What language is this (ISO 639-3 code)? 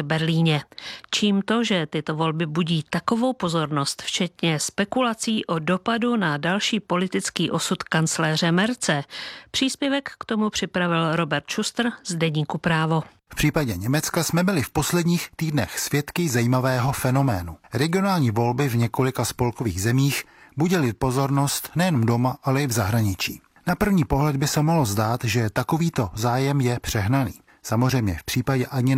ces